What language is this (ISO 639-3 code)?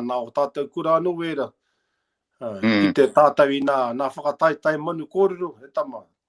mri